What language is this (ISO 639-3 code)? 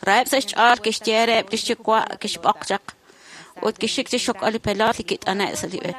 kek